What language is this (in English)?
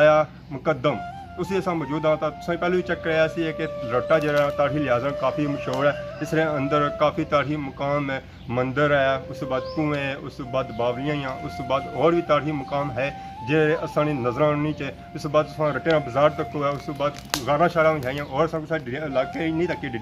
Pahari-Potwari